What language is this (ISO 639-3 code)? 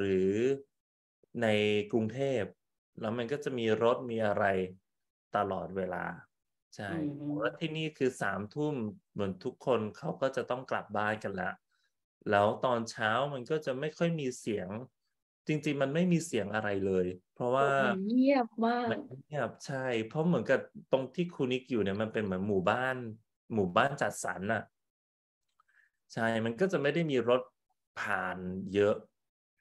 tha